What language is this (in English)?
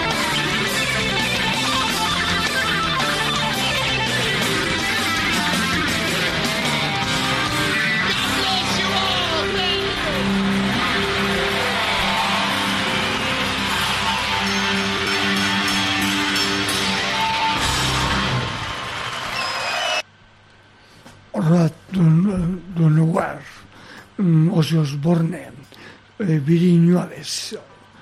Basque